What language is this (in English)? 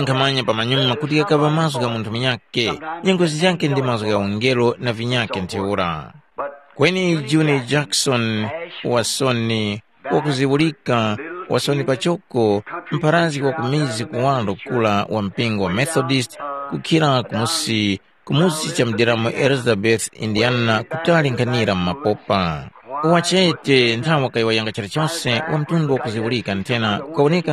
Tumbuka